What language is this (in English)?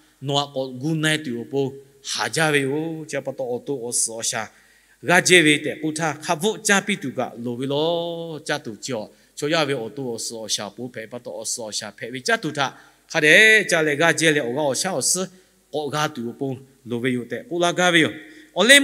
Lahu